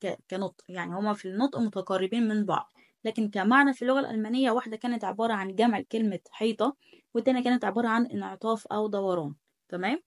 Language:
Egyptian Arabic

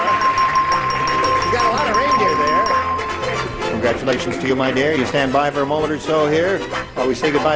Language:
English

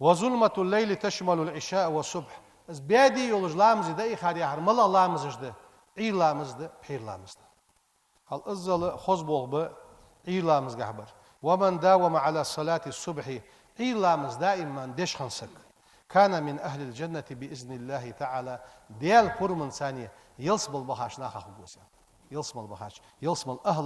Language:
Ingush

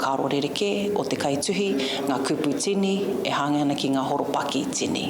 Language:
Māori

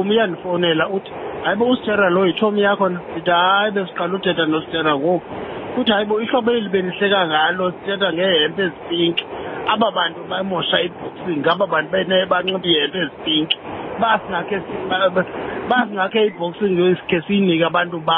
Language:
Xhosa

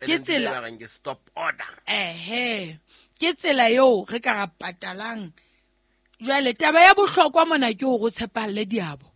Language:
Southern Sotho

